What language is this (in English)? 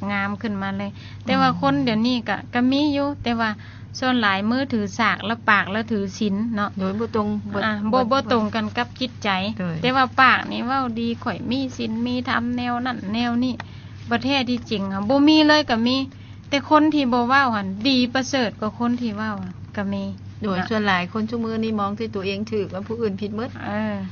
Lao